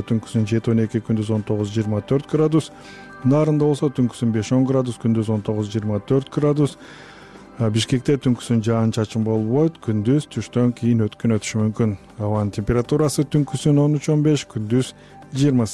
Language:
Kyrgyz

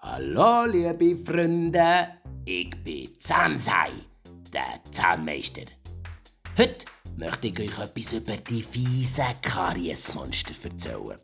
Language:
Swiss German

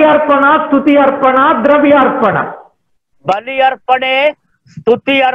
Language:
Telugu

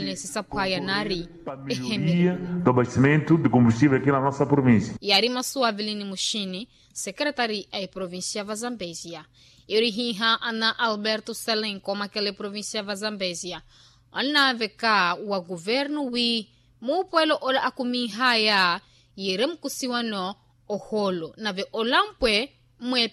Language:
Makhuwa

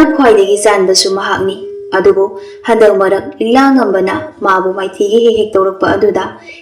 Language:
Manipuri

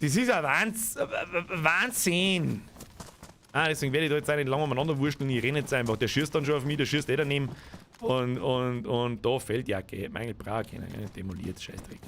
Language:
Bavarian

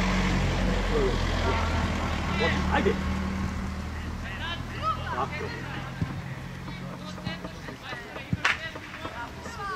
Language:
Croatian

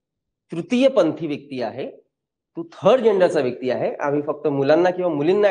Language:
Marathi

